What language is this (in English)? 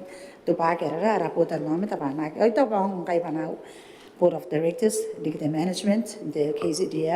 Gilbertese